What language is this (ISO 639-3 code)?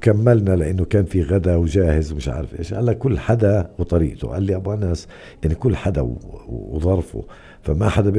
apc